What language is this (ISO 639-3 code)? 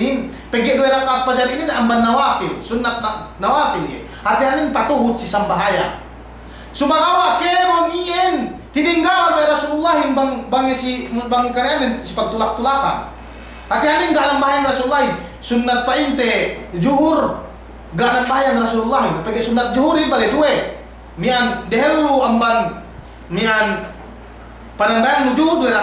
yka